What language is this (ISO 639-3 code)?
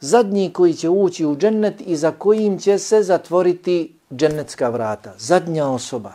bos